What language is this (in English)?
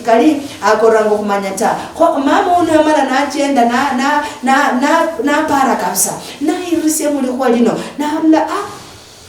Luyia